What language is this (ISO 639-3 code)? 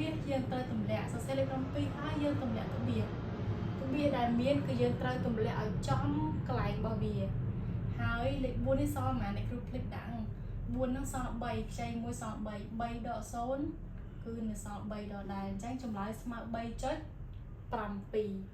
khm